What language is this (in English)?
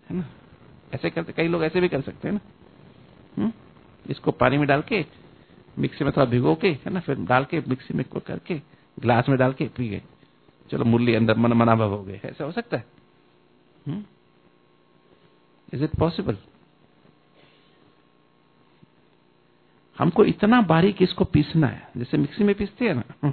Hindi